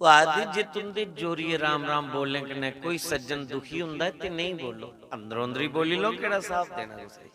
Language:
Dogri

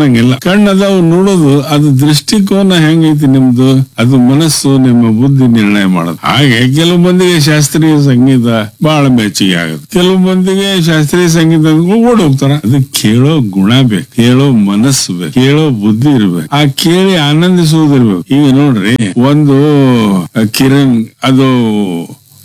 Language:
Kannada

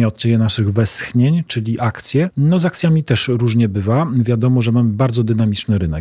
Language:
Polish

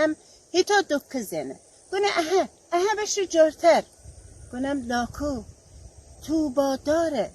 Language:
Gilaki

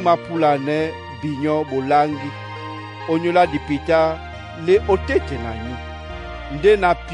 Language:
Duala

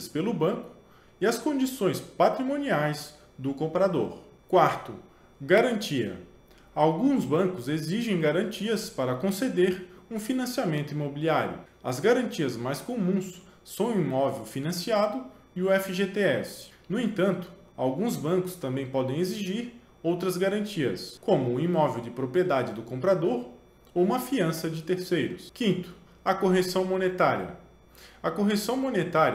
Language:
Portuguese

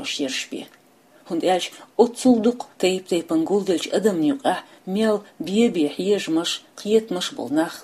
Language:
Chechen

